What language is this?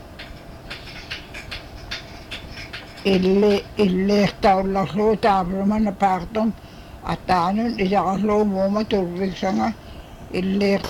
Inupiaq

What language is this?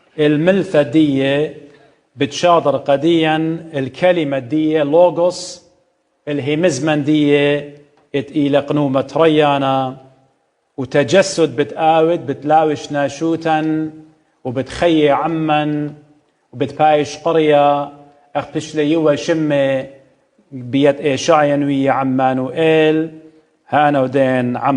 Assyrian Neo-Aramaic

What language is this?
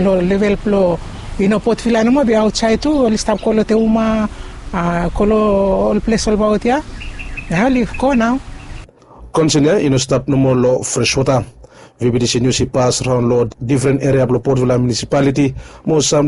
Bislama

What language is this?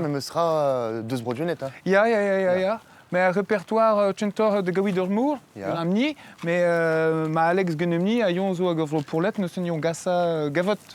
Breton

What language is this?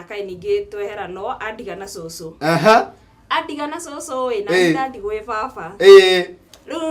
Kikuyu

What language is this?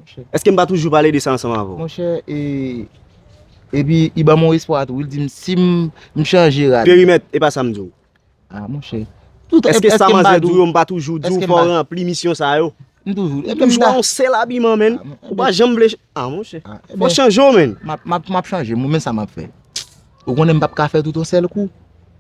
Haitian Creole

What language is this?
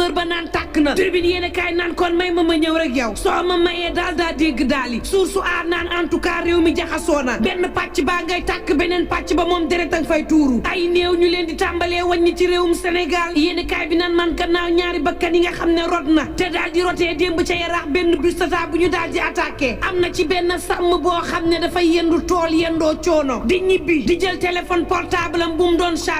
Wolof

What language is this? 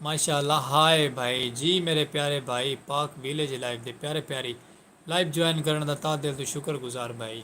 Saraiki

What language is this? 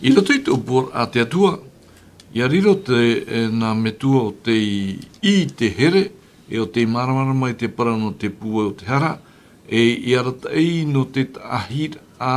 Tahitian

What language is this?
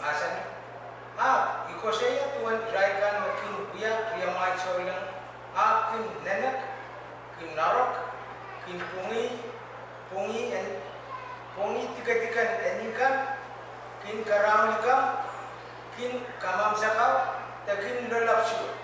Pohnpeian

